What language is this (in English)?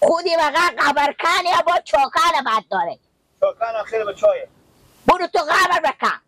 Persian